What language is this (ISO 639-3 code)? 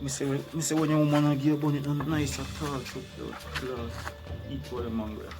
jam